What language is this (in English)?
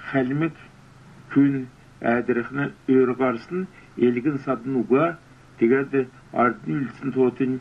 Kalmyk